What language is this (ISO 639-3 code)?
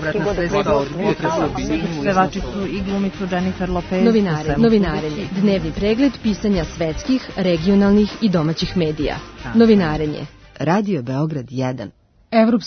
srp